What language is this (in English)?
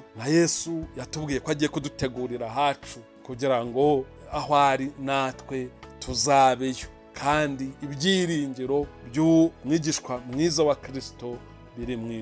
Kinyarwanda